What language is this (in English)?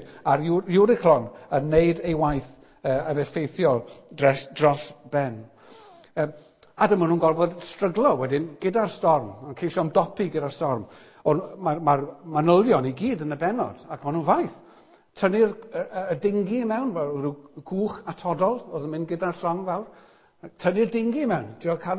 Welsh